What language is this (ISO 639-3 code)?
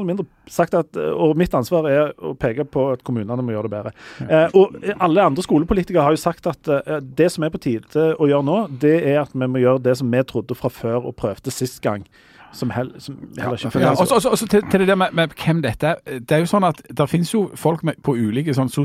nor